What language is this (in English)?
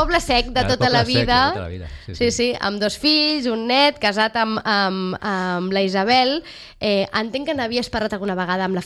Catalan